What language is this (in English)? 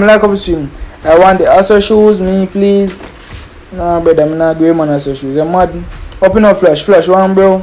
Jamaican Creole English